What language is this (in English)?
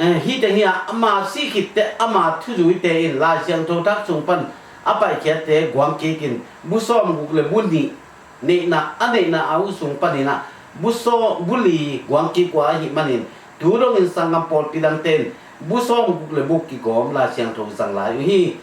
Tedim Chin